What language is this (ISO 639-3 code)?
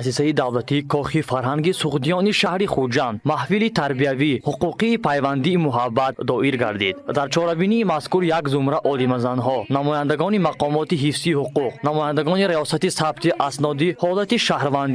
tgk